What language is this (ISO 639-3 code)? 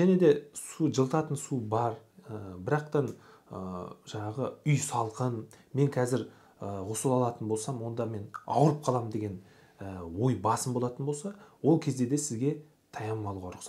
kaz